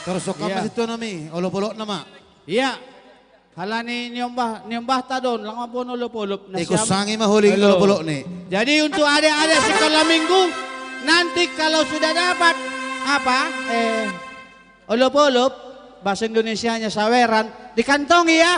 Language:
Batak Simalungun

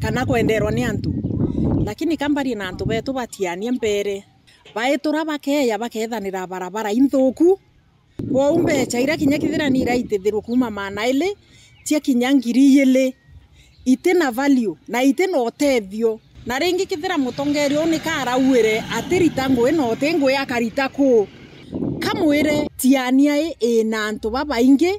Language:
Meru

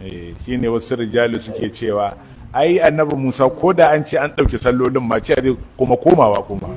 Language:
Hausa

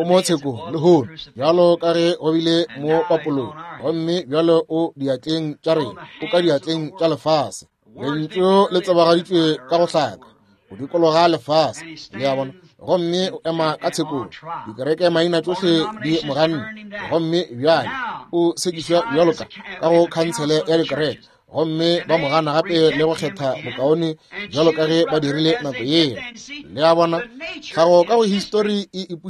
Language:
Northern Sotho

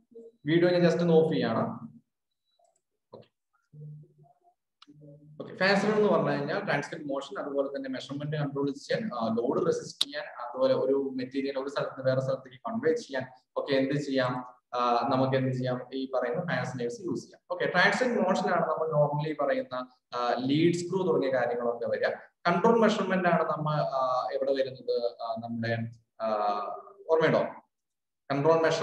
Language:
Malayalam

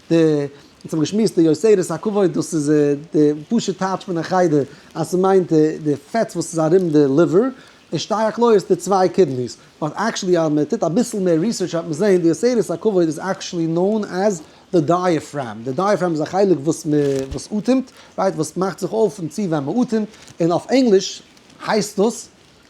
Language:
Yiddish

